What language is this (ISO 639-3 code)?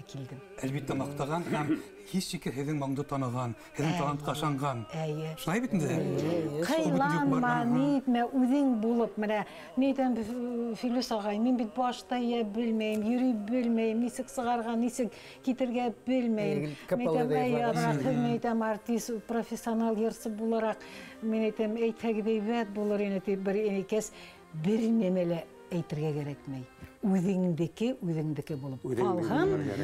bak